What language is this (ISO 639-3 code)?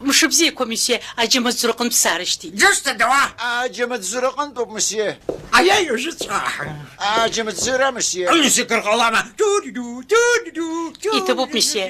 abk